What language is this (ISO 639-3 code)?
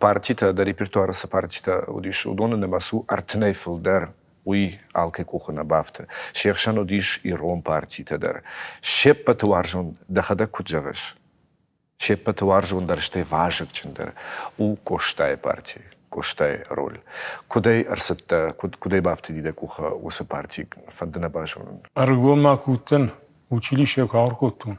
oss